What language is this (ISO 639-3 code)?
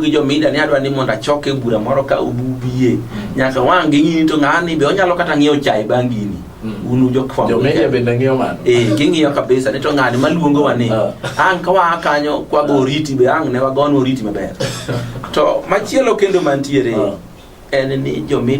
luo